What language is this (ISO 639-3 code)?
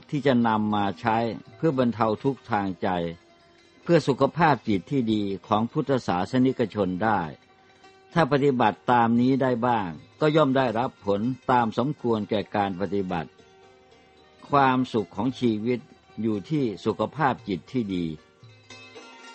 tha